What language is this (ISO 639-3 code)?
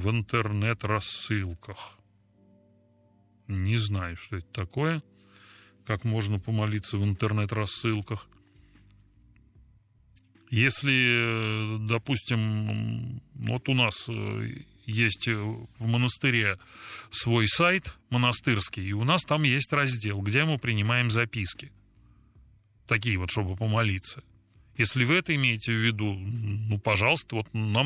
rus